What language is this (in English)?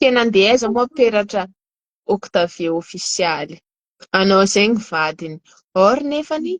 Malagasy